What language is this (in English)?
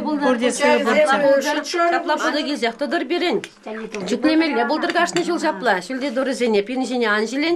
Chuvash